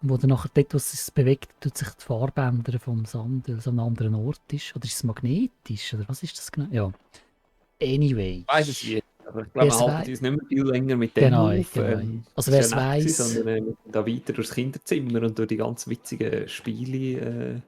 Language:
Swiss German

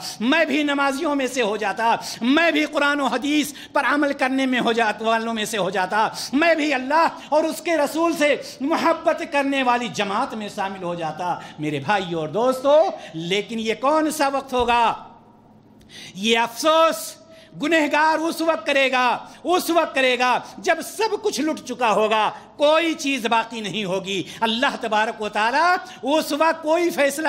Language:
Urdu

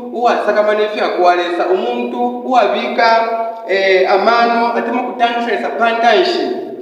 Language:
Bemba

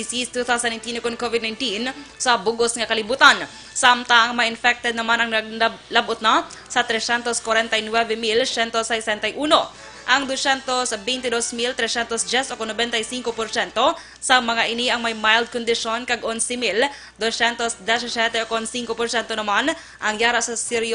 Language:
Hiligaynon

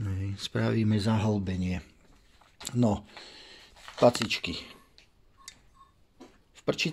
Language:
Slovak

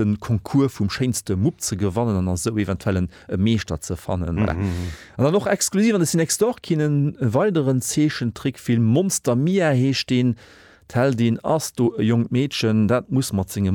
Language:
Luxembourgish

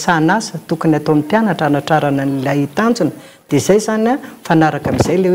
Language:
Malagasy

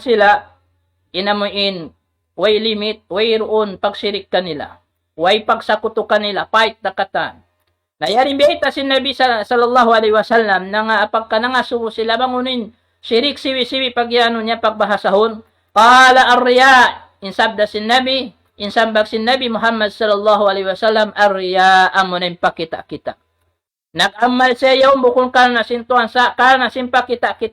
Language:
Tausug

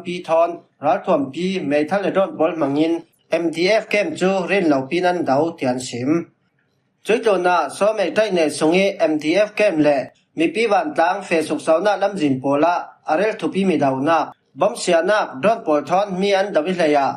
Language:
Falam Chin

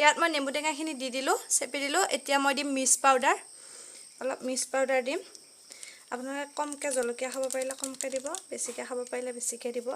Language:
Assamese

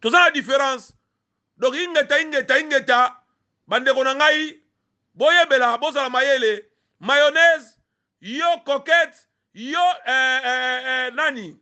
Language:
Lingala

